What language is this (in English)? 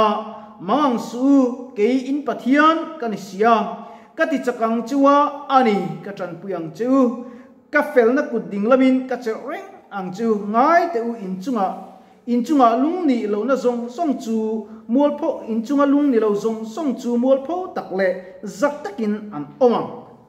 Mizo